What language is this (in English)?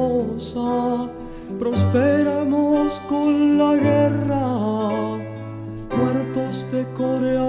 Spanish